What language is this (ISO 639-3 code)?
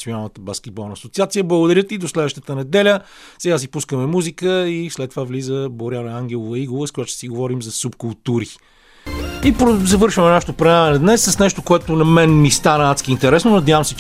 bul